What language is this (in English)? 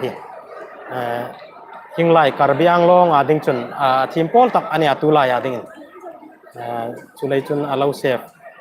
Hmar